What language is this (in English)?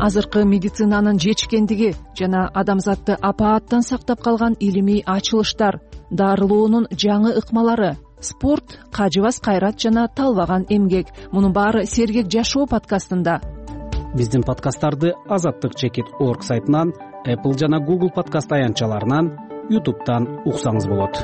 Kyrgyz